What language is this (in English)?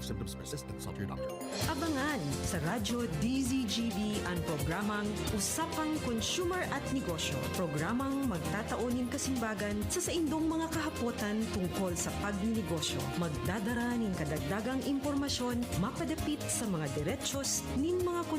Bikol